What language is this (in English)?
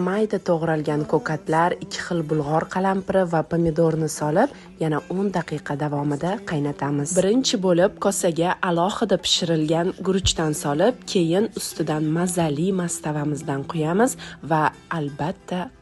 Uzbek